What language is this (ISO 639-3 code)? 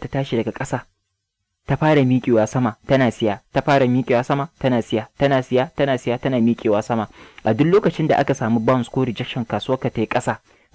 hau